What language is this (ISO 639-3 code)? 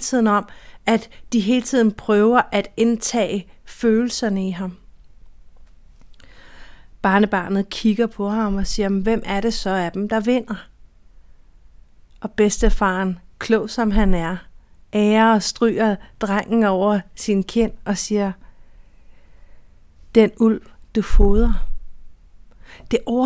dan